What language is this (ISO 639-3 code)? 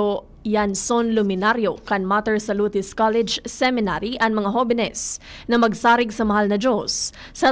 bik